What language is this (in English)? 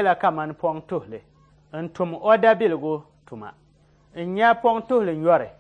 Dagbani